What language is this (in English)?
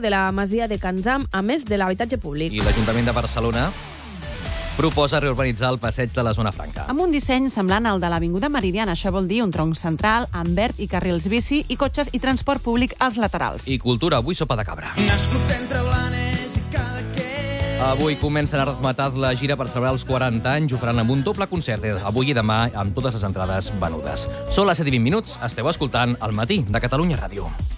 Catalan